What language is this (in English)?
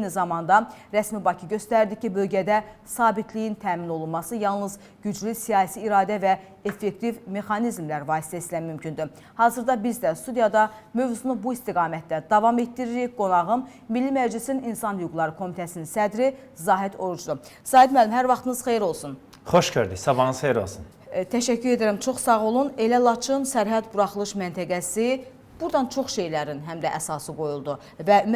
Azerbaijani